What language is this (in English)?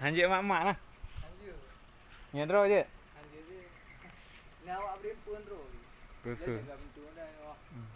Achinese